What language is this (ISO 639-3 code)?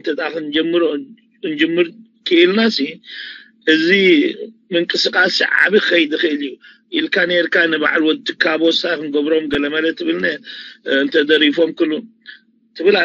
tir